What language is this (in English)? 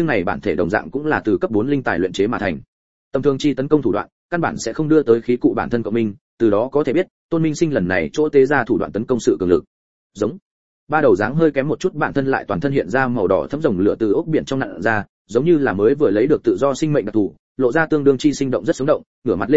Vietnamese